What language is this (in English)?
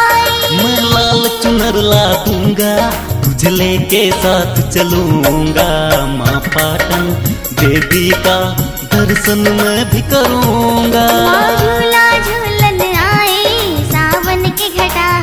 Bhojpuri